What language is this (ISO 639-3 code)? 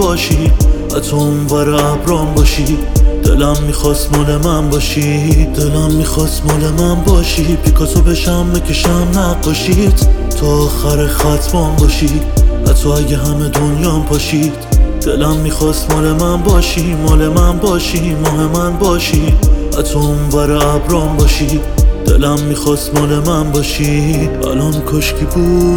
fas